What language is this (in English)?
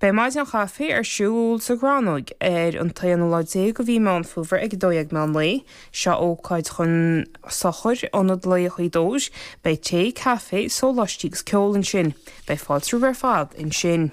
Irish